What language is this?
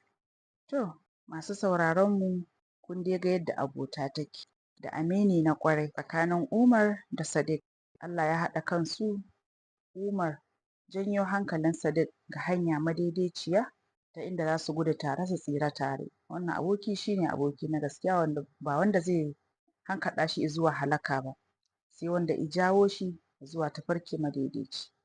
Hausa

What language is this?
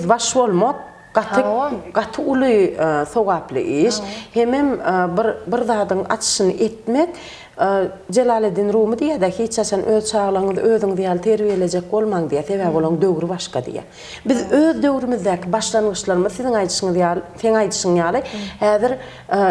Turkmen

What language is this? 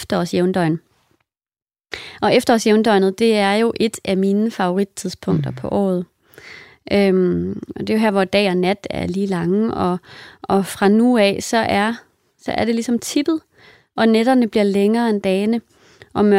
Danish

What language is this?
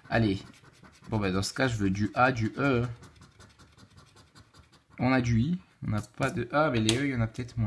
French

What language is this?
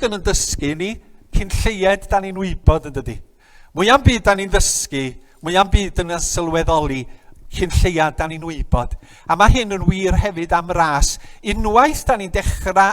Welsh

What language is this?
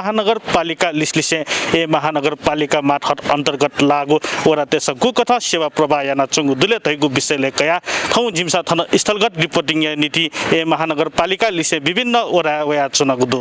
Newari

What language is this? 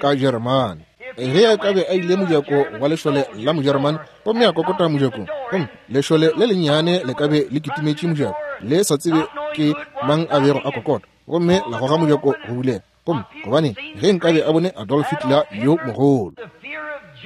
Northern Sotho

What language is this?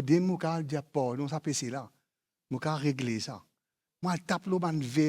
Morisyen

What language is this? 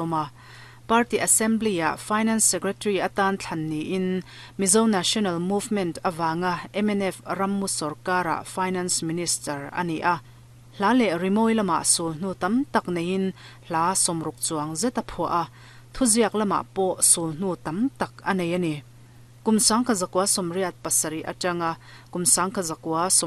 Mizo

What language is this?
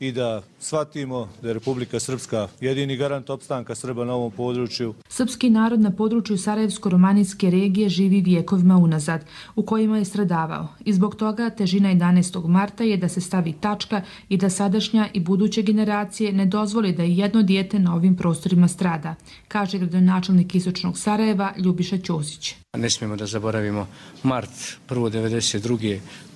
Croatian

